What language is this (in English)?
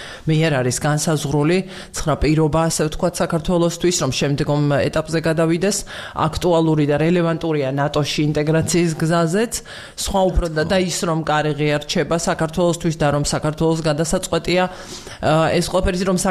Georgian